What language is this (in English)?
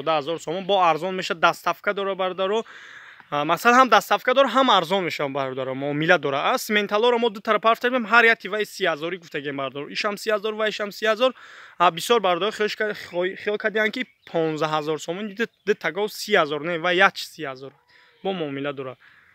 Tajik